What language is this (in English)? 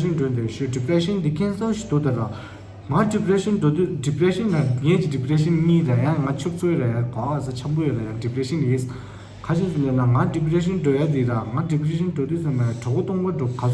Tibetan